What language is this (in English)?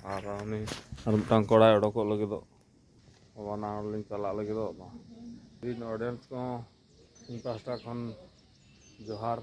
Santali